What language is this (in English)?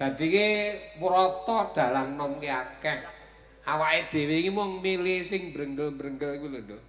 Javanese